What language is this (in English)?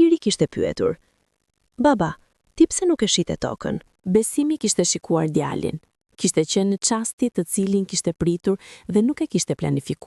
Albanian